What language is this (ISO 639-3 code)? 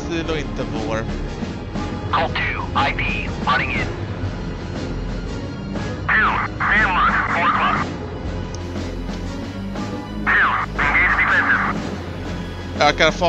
swe